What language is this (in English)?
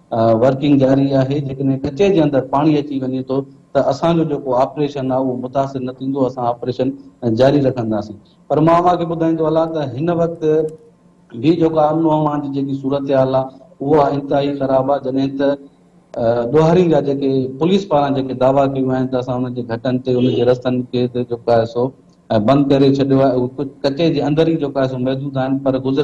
Sindhi